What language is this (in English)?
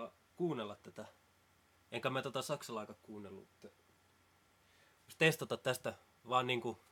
Finnish